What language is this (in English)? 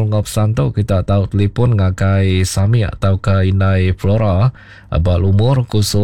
Iban